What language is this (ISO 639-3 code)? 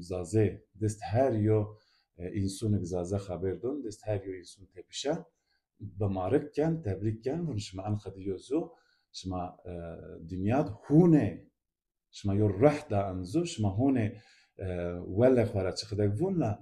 zza